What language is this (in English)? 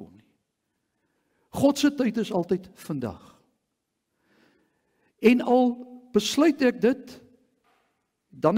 Afrikaans